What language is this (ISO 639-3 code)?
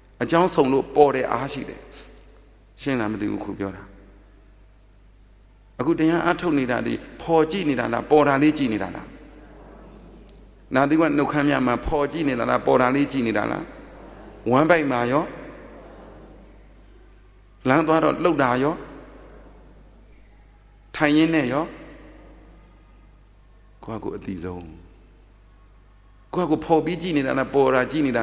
mya